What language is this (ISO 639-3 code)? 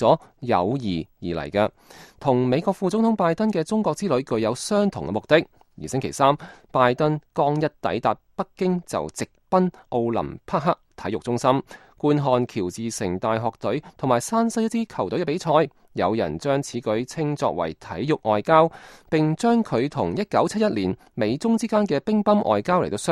yue